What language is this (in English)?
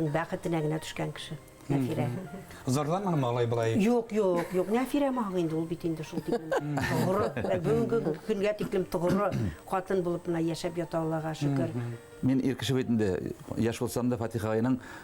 Bashkir